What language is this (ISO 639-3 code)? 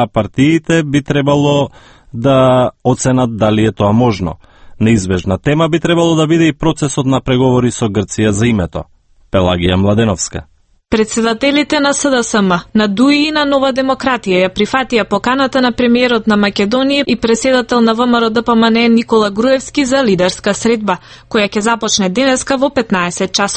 mkd